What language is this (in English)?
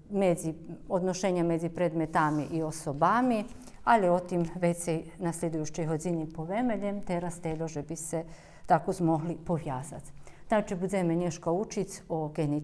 Rusyn